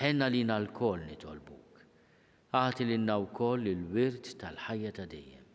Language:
Maltese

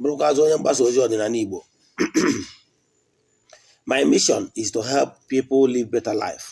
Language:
Igbo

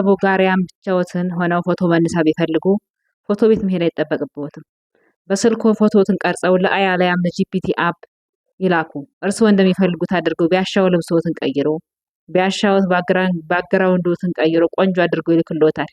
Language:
Amharic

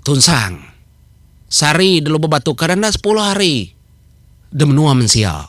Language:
Iban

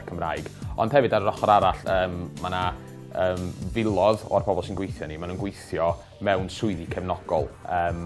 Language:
Welsh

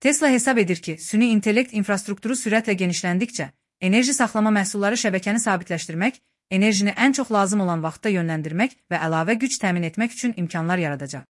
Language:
Azerbaijani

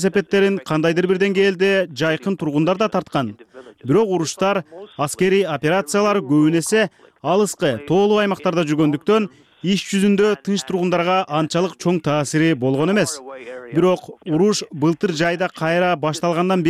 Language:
Kyrgyz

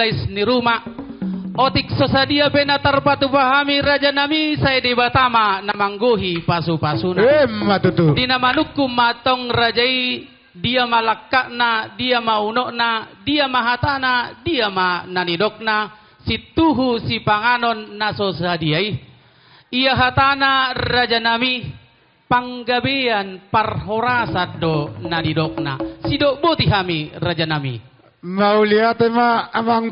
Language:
Batak Toba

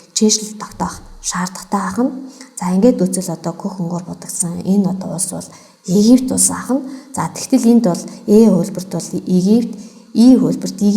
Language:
Mongolian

